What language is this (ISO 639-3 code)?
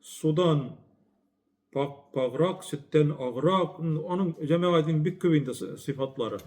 tat